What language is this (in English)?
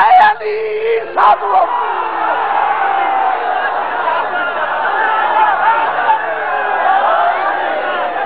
Urdu